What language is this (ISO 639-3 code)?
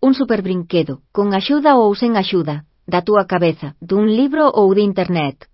glg